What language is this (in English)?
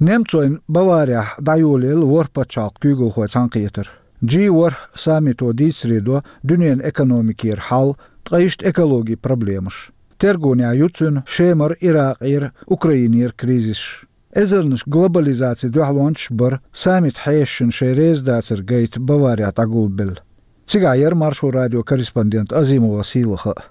Chechen